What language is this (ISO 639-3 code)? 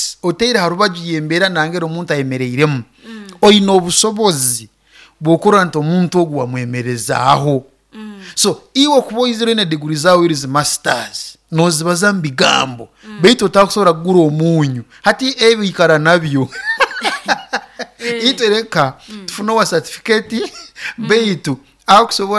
nyo